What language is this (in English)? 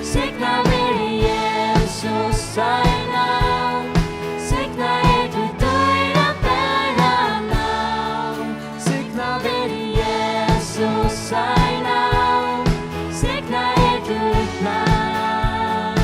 Faroese